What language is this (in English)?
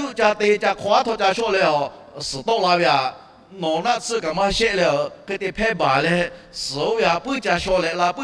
Lahu